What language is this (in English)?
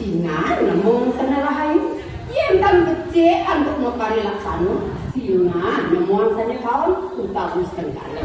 Balinese